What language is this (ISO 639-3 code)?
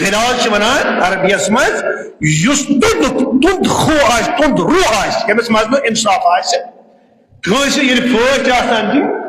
kas